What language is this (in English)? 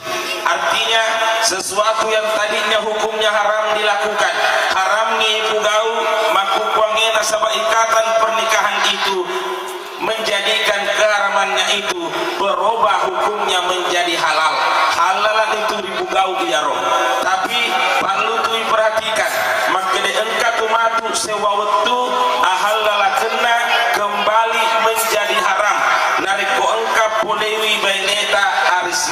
Buginese